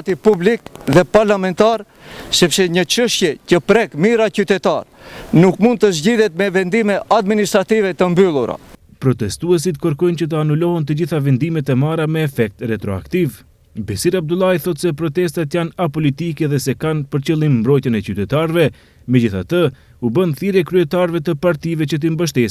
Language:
Albanian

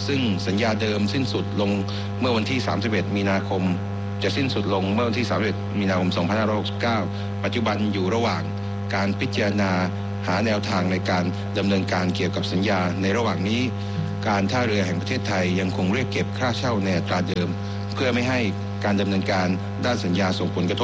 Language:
Thai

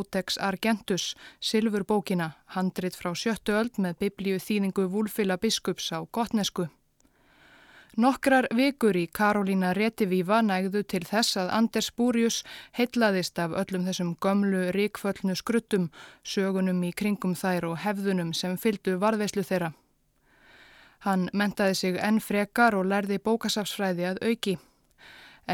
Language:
Icelandic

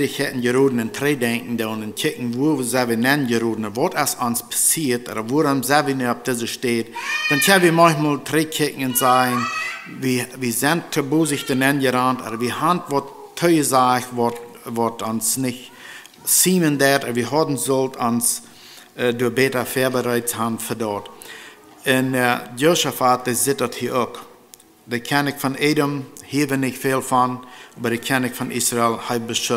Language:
Plautdietsch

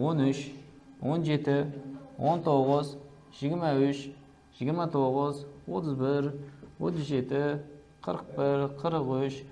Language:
Kara-Kalpak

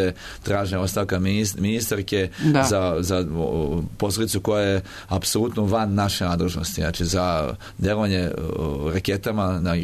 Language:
Serbian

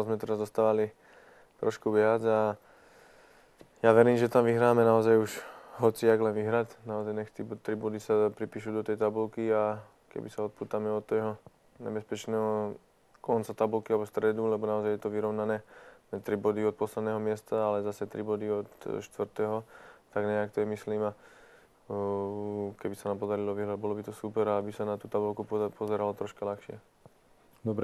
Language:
Slovak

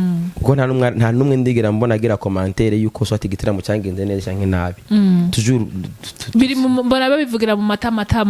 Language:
Rundi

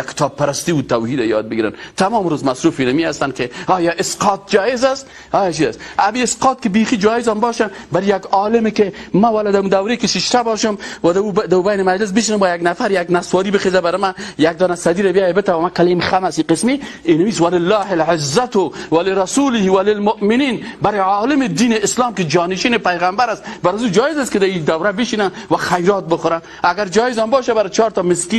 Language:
Persian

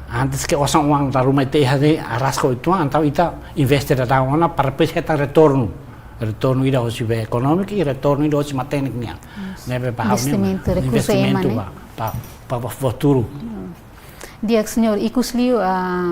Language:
Tetum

